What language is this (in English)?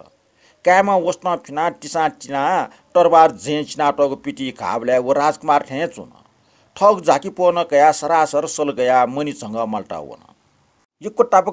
Newari